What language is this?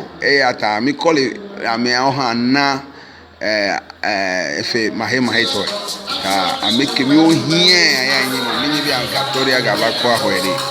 Ewe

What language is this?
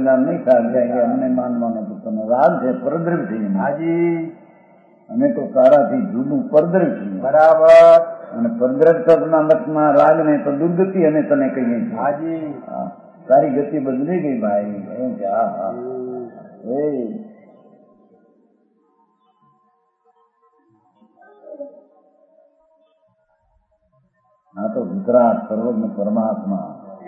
Gujarati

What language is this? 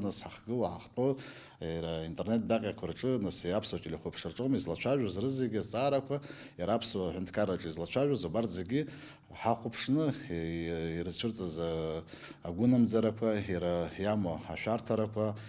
Abkhazian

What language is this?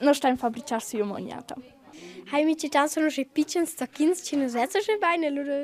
Romansh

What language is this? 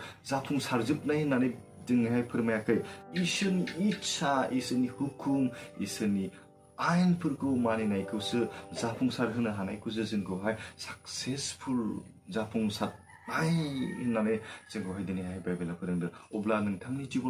Bodo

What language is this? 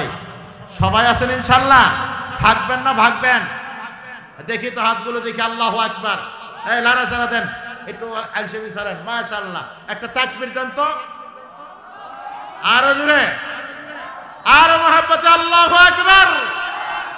Bangla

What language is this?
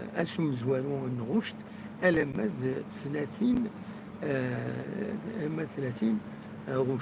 Kabyle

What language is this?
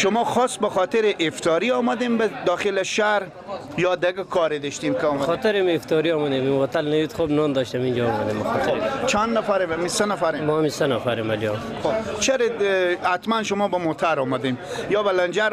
Persian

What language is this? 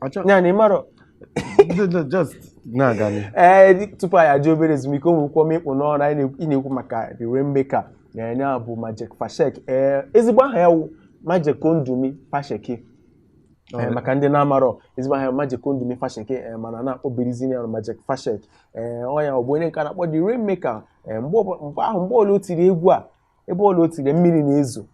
Igbo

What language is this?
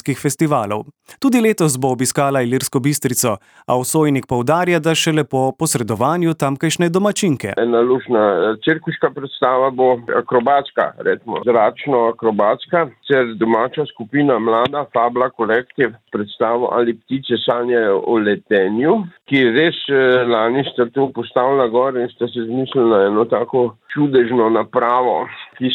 Slovenian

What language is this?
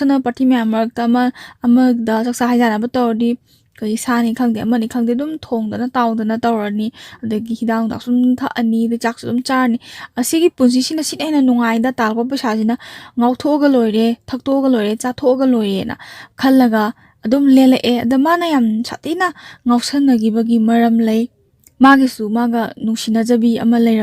Manipuri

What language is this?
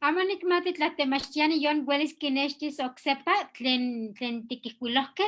Eastern Huasteca Nahuatl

